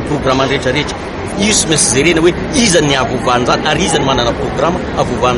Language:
Malagasy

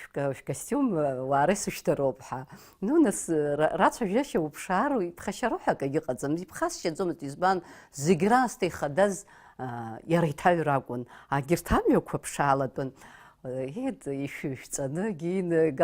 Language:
Abkhazian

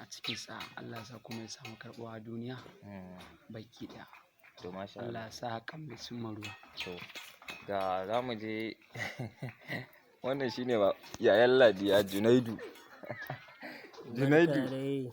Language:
Hausa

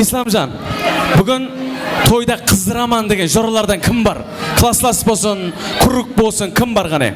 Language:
Kara-Kalpak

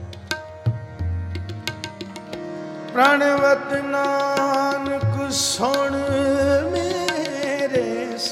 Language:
Punjabi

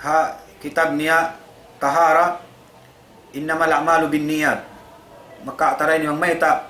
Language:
Tausug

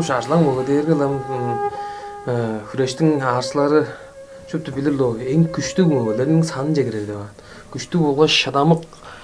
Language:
Tuvinian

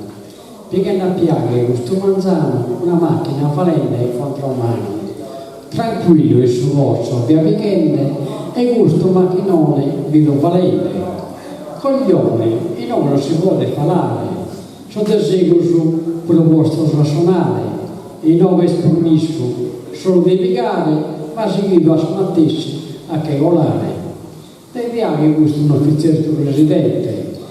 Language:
Sardinian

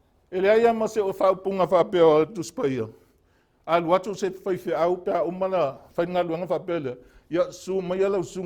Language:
Samoan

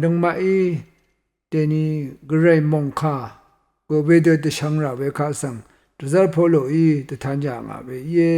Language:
Rawang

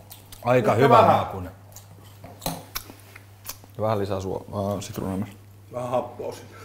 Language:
Finnish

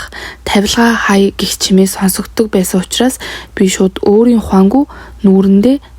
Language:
Mongolian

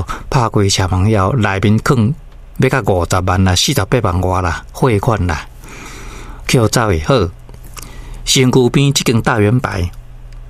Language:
Min Nan Chinese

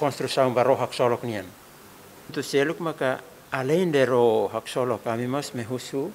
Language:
Tetum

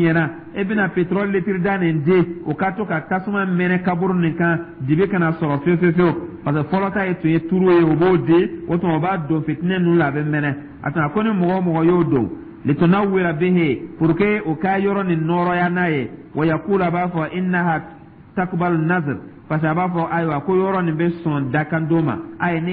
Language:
Dyula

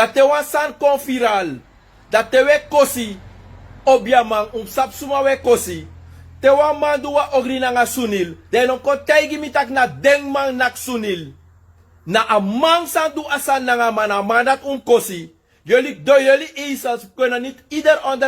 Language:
Sranan Tongo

